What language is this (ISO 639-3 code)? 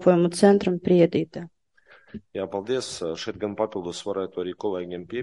lav